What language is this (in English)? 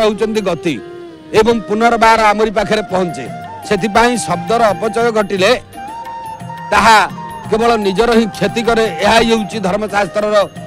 Odia